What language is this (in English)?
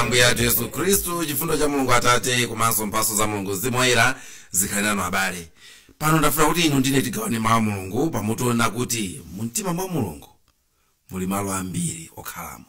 Nyanja